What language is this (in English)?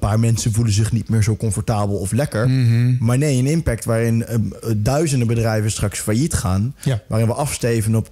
Dutch